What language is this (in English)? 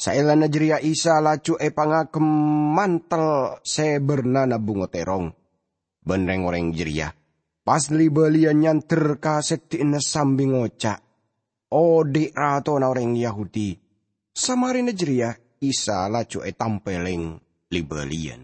Madurese